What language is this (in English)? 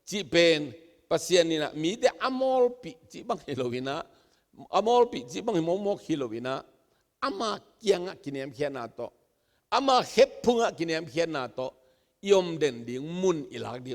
Tedim Chin